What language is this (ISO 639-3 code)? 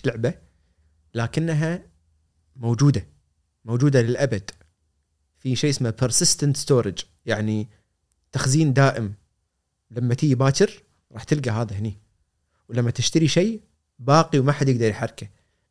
afb